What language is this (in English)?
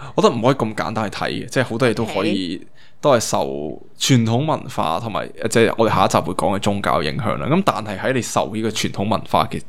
Cantonese